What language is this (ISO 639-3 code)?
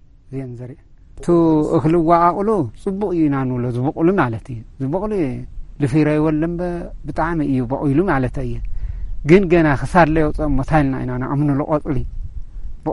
tir